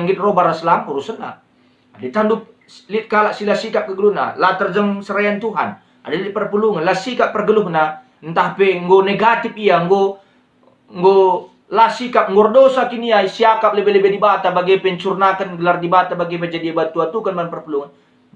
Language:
Batak Karo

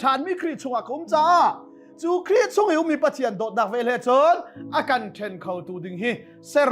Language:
Hakha Chin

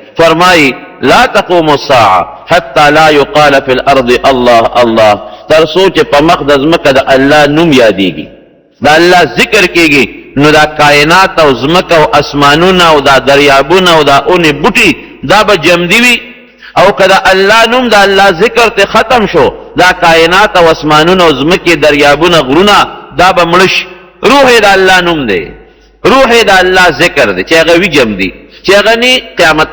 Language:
Pashto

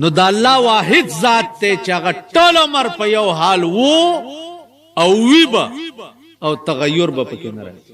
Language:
Pashto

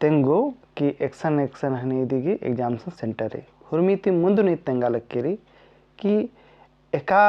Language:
Kurukh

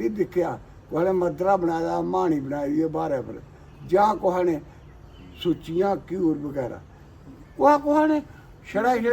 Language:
Dogri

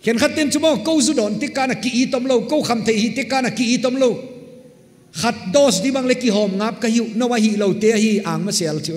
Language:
Paite Chin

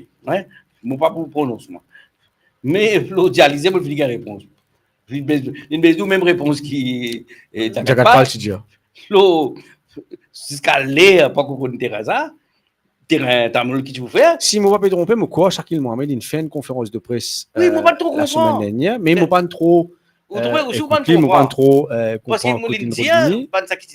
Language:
Morisyen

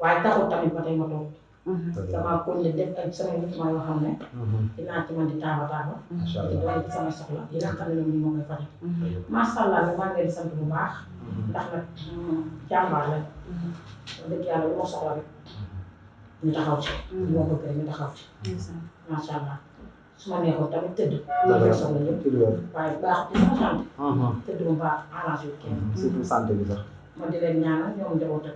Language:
Wolof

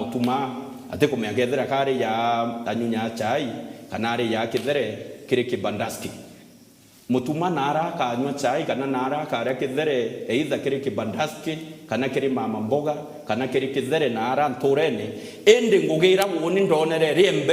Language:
Meru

